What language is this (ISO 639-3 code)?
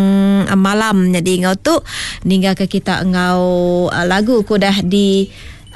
iba